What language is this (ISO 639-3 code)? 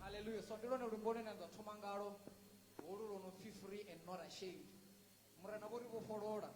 ven